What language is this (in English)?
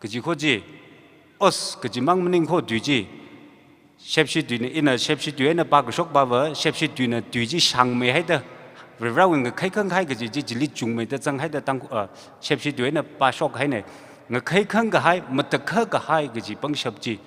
Tangkhul Naga (India)